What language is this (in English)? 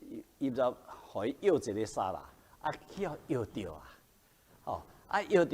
Min Nan Chinese